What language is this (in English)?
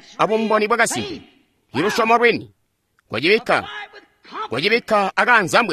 Tonga (Zambia)